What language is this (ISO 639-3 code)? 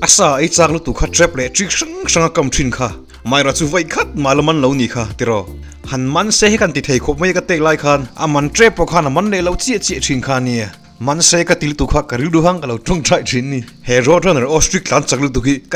lus